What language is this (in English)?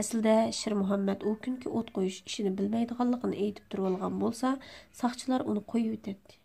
Uyghur